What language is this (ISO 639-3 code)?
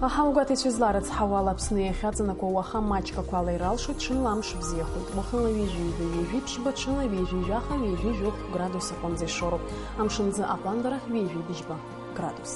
abk